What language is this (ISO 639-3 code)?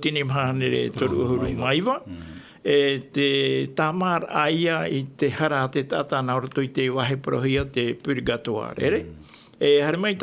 tah